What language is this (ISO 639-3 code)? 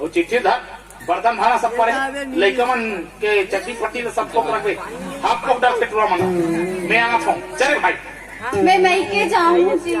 hne